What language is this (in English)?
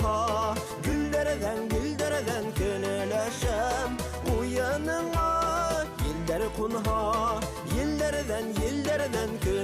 Bashkir